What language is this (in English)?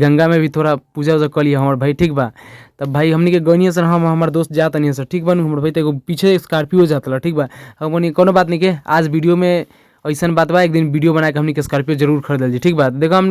Bhojpuri